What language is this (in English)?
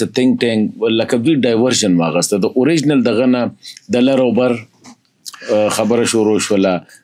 Pashto